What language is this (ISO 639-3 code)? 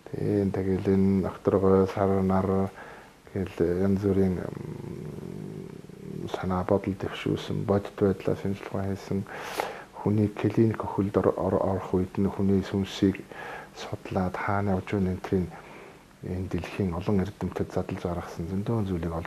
mon